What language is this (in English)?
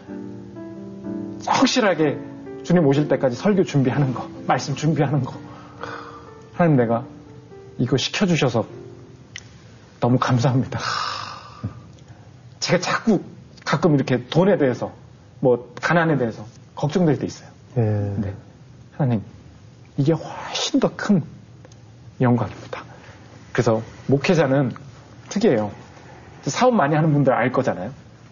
Korean